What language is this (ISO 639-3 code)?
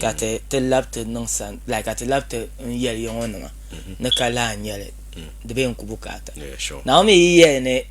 dag